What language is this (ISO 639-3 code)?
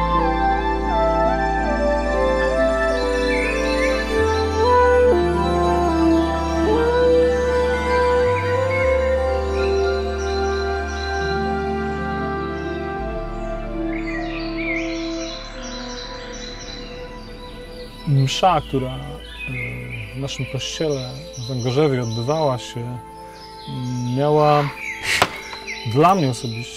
pol